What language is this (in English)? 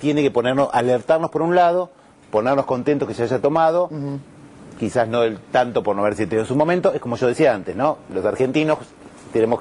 Spanish